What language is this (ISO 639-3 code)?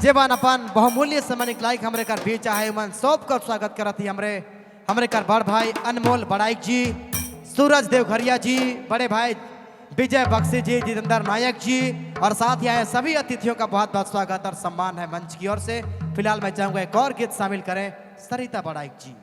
sck